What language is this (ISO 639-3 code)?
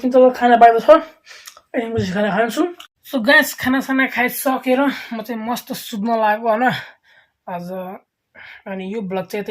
nep